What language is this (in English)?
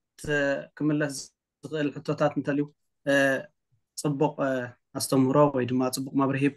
Tigrinya